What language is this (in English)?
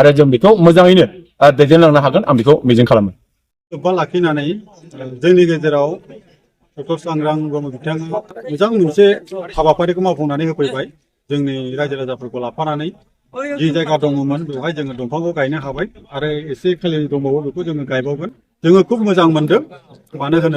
Bodo